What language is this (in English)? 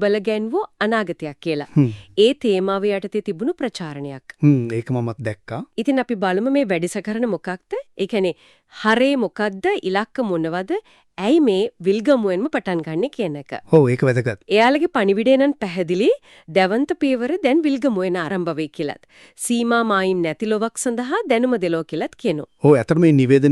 Sinhala